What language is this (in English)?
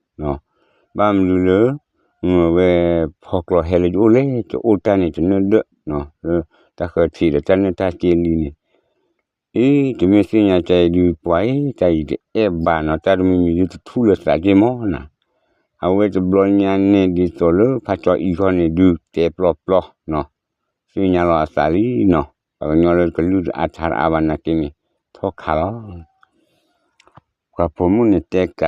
S'gaw Karen